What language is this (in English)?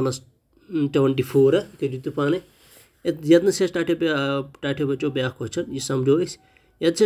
Kashmiri